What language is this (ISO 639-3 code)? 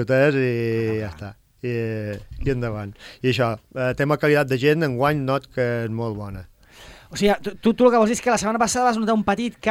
cat